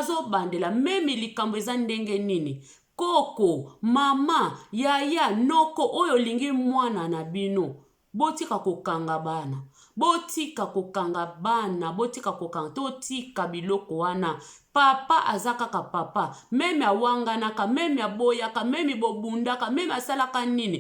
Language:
Lingala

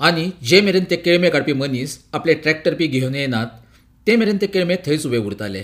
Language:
Konkani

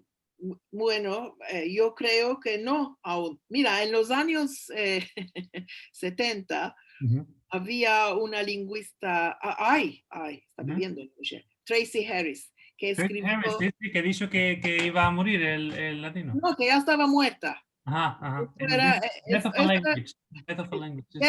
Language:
Ladino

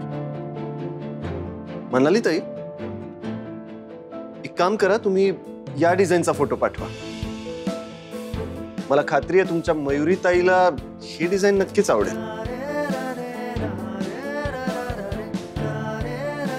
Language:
Marathi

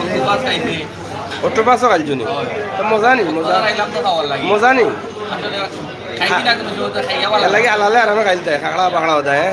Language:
Sylheti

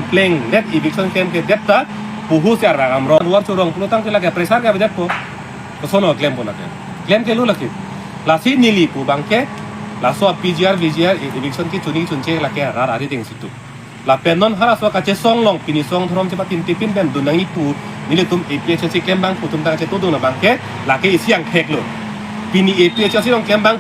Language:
Karbi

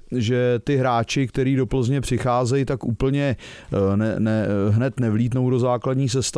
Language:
Czech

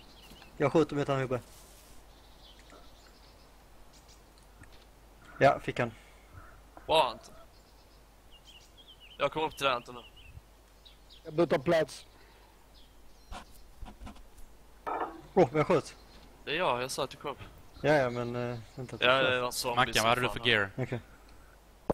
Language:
Swedish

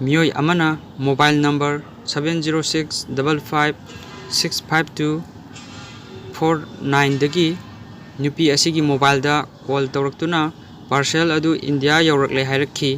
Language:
Manipuri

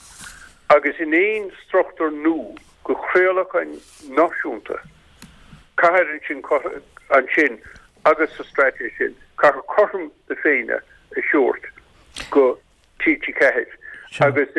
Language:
Irish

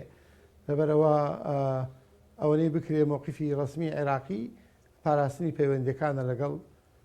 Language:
Central Kurdish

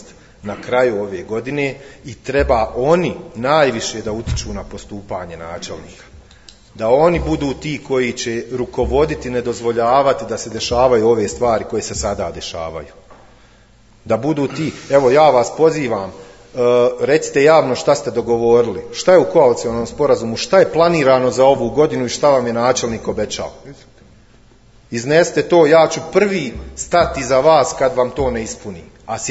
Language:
Bosnian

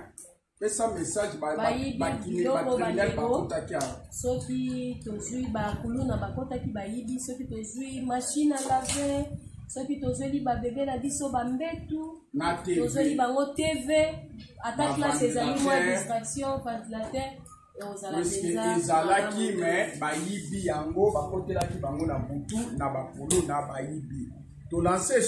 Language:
Lingala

